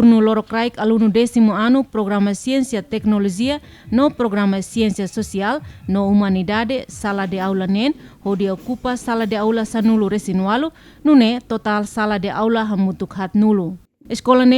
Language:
Tetum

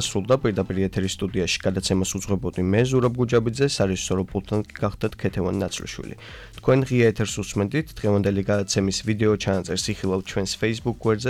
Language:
Georgian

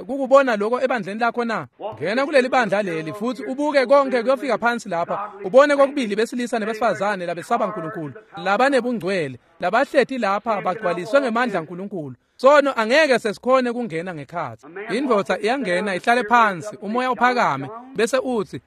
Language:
Swati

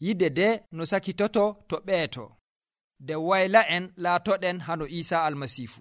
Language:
Nigerian Fulfulde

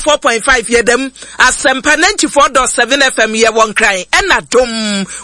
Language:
Akan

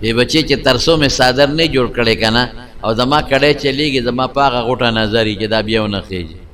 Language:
Pashto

